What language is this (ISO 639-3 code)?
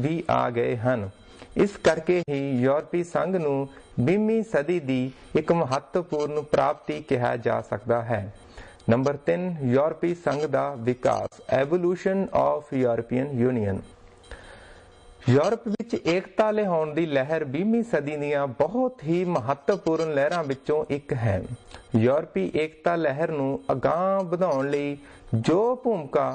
pan